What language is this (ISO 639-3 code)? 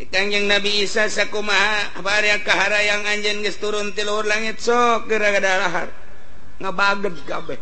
sun